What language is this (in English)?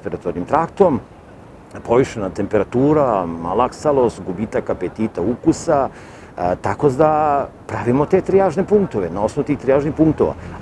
Serbian